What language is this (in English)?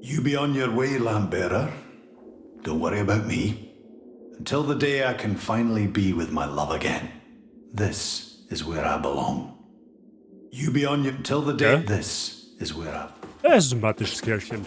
Bavarian